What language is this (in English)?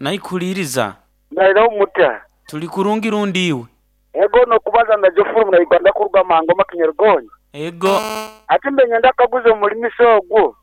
Nyoro